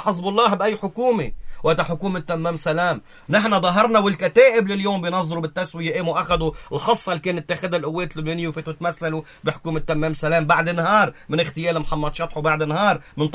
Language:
North Levantine Arabic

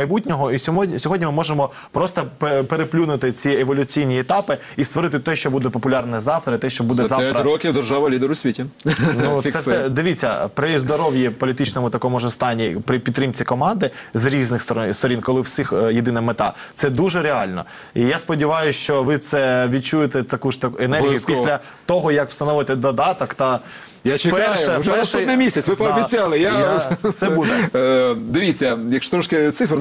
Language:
Ukrainian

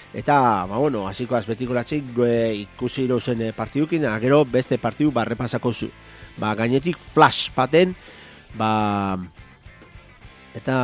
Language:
Basque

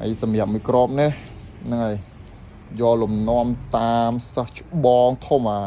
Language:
Khmer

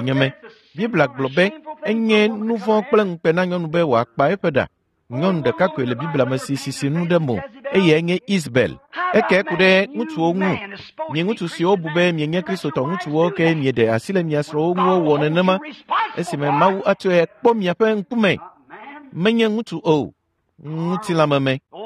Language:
Ewe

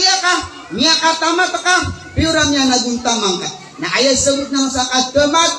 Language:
Maranao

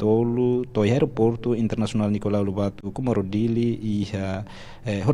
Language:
Tetum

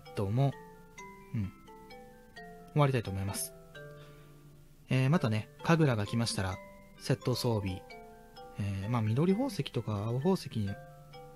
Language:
Japanese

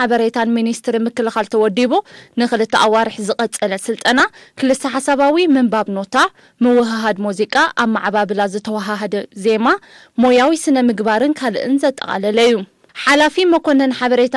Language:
Tigrinya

